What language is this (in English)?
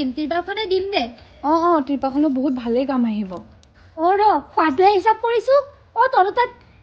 Assamese